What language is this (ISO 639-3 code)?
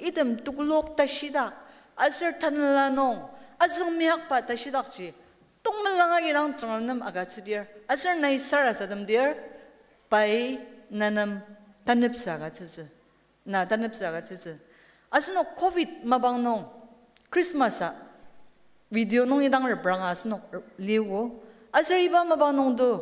njo